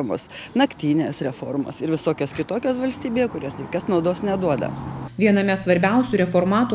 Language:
Lithuanian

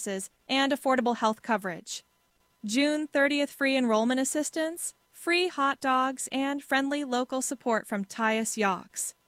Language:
English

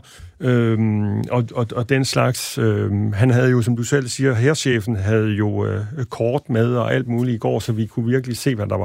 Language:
Danish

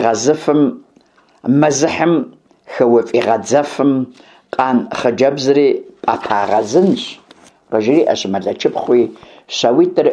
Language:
Kabardian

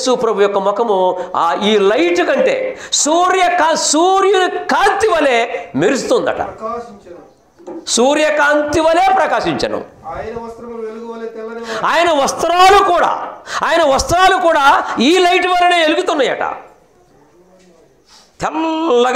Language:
Telugu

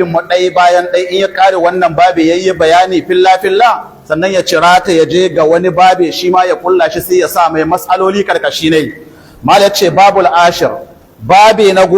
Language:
Hausa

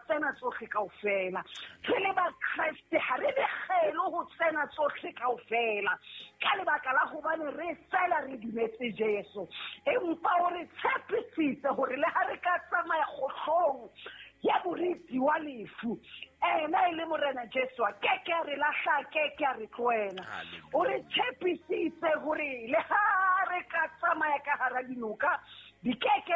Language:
Southern Sotho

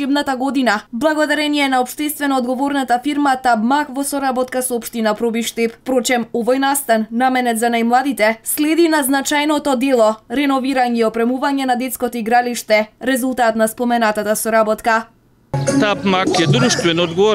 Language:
Macedonian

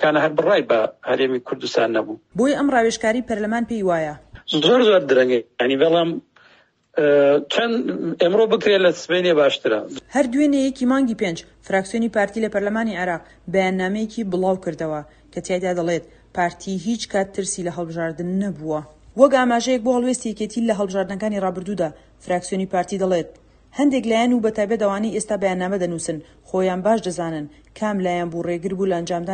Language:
Central Kurdish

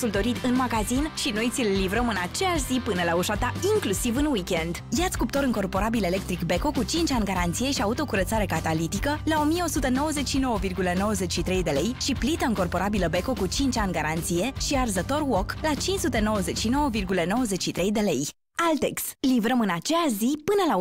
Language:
Romanian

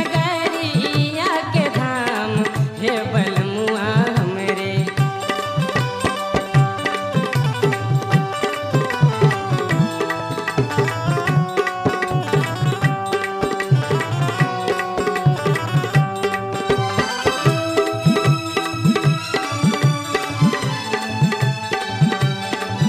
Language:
Bhojpuri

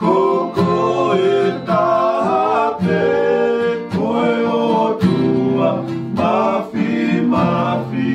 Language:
Tongan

